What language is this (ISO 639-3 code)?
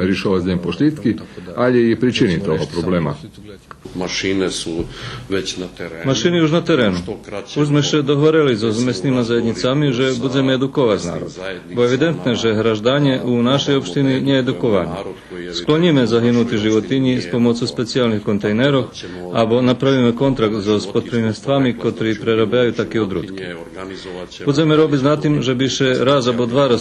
rue